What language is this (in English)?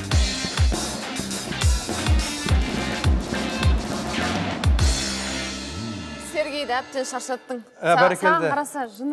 Kazakh